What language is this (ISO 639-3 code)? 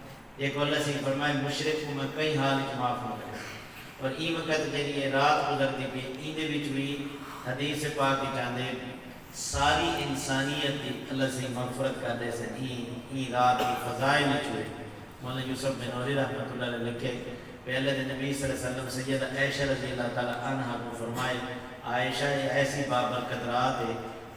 skr